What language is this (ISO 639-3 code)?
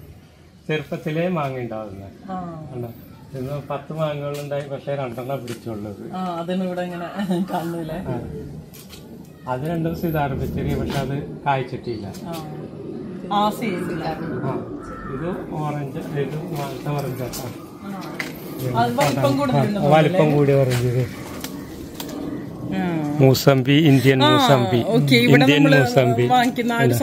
mal